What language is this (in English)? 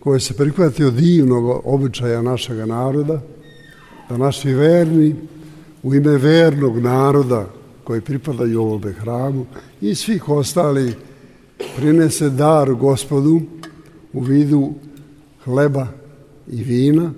Serbian